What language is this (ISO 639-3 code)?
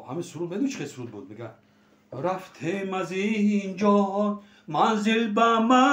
tgk